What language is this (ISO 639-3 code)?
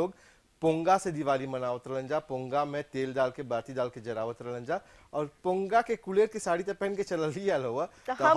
bho